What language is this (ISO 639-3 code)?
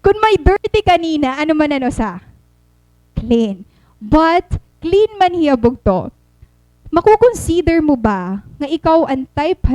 war